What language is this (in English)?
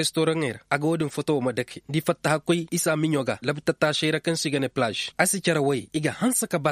Koyraboro Senni